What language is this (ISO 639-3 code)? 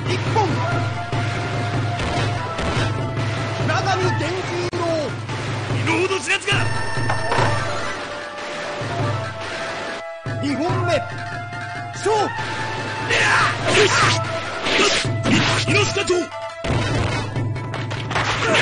jpn